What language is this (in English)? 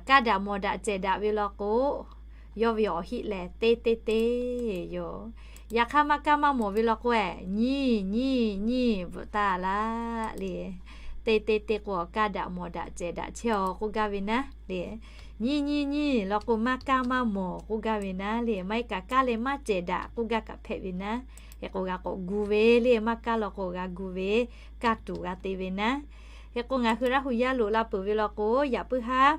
Lahu